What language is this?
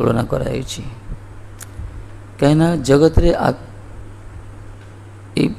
Odia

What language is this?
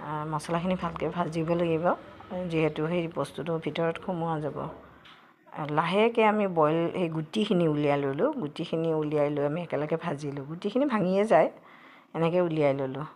Assamese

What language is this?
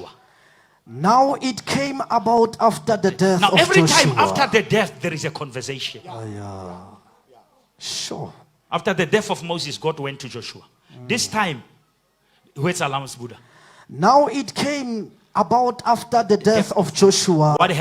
Southern Sotho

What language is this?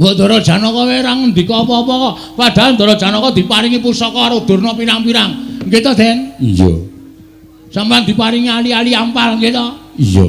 Javanese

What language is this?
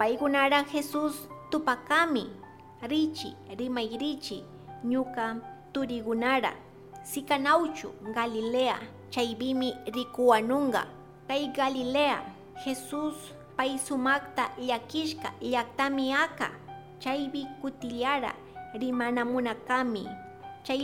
Chimborazo Highland Quichua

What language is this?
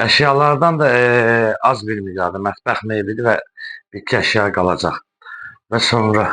Azerbaijani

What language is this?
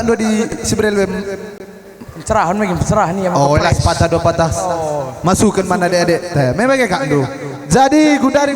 Batak Karo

